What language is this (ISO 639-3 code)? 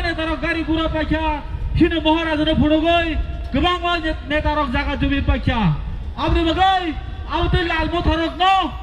trp